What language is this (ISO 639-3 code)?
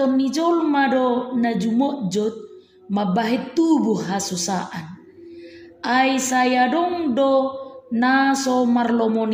bbc